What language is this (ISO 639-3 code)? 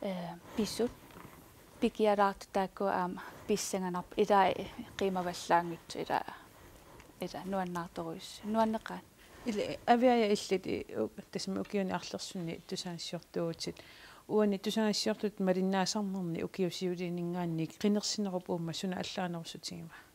kal